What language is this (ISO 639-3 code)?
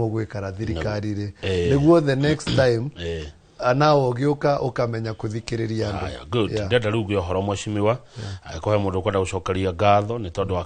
kik